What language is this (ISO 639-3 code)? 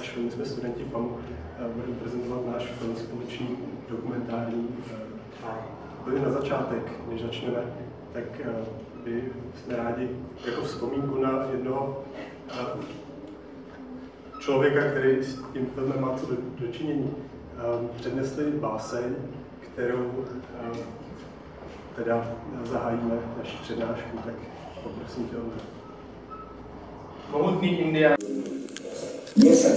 ces